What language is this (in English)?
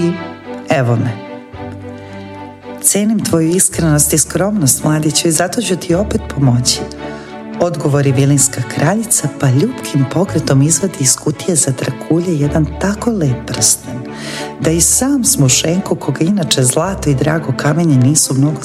Serbian